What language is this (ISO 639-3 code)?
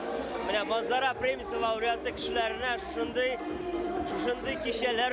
tat